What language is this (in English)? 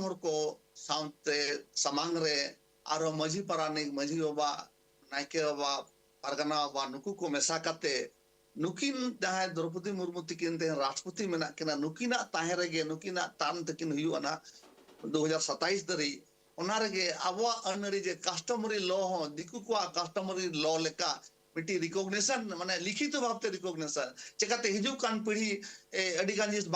Santali